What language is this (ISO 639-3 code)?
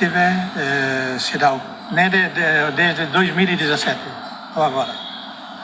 tet